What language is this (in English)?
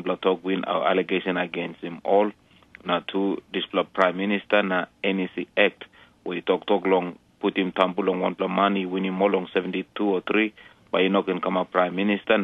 Tok Pisin